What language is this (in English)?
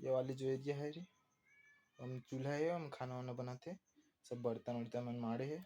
Chhattisgarhi